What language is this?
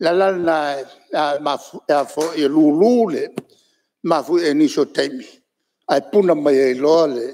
Samoan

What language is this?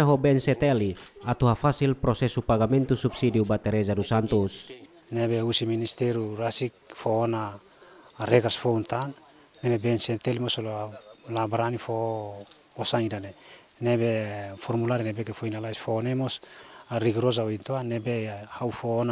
Tetum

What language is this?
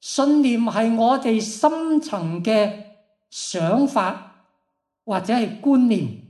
Cantonese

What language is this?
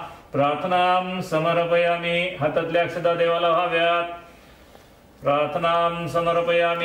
Marathi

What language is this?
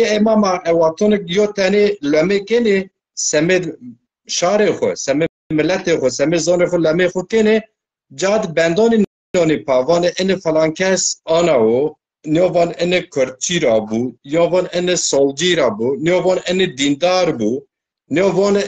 Zaza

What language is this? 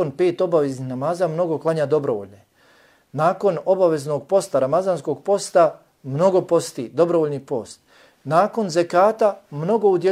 Bosnian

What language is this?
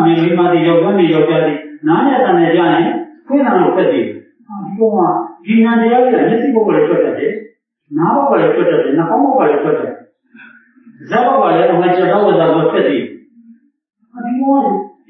Burmese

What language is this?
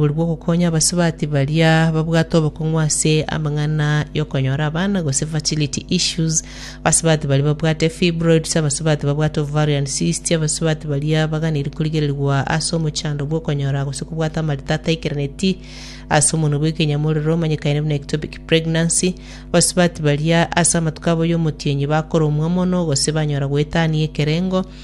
Gusii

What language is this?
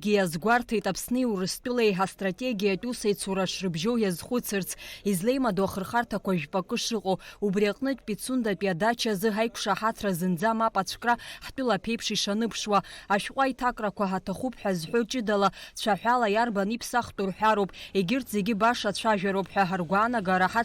Abkhazian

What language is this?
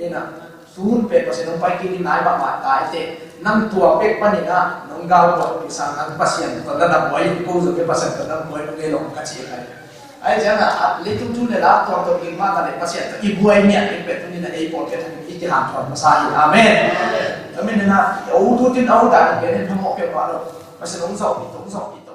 Tedim Chin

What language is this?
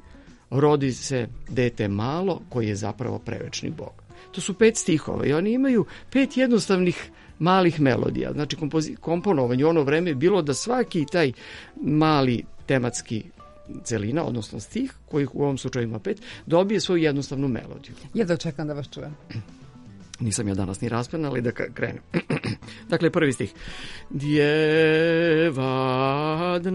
Serbian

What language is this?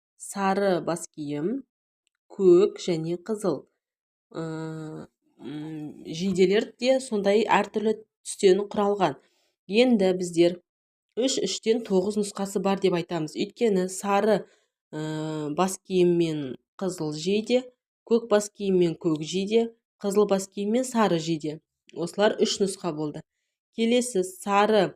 Kazakh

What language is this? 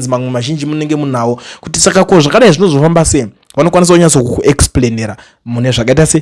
Shona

